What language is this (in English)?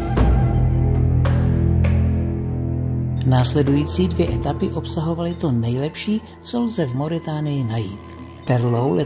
Czech